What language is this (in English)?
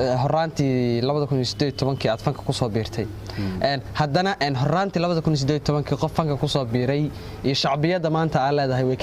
Somali